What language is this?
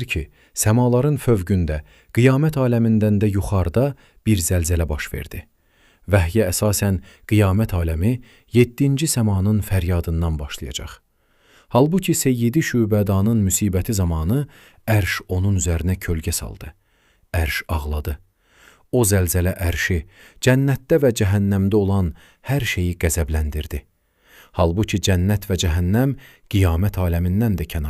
Azerbaijani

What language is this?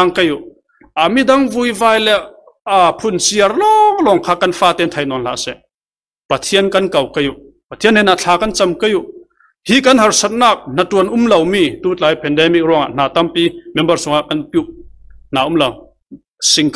Falam Chin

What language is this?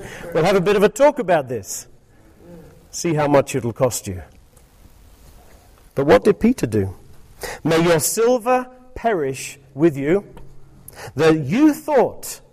English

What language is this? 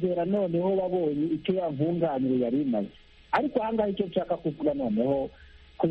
Kinyarwanda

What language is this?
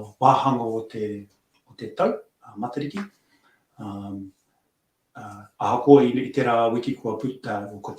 Māori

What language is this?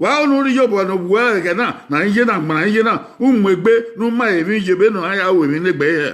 Bini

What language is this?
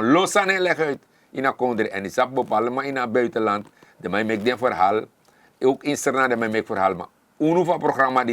Sranan Tongo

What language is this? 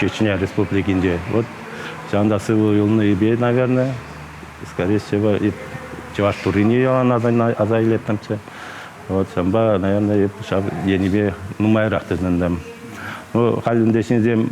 Chuvash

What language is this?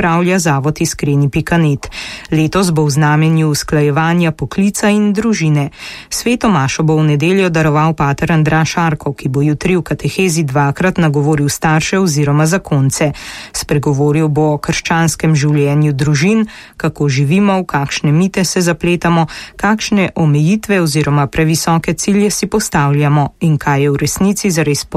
Slovenian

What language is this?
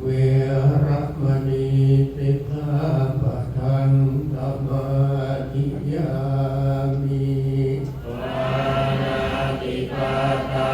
Pali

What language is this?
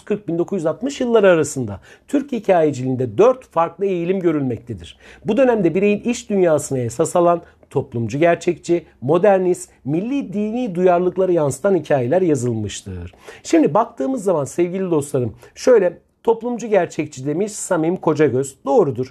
Turkish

